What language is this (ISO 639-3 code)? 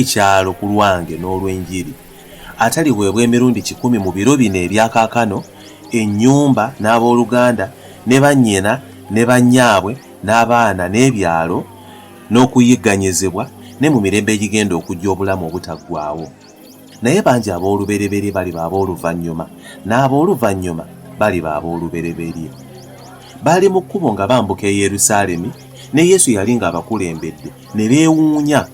lug